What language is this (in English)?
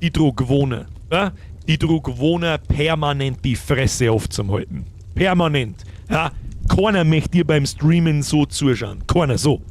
Bavarian